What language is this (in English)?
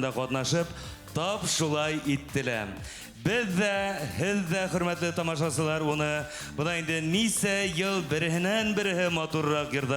Bashkir